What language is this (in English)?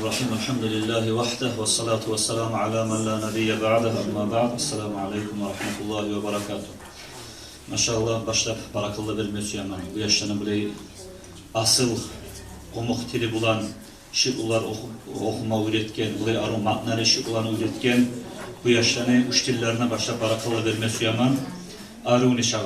Kumyk